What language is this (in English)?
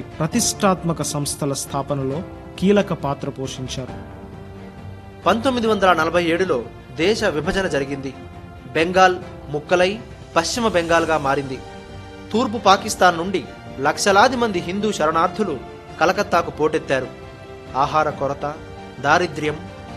Telugu